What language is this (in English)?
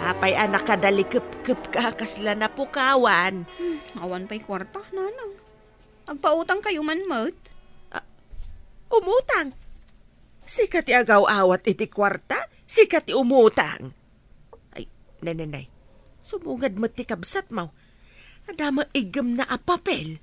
Iloko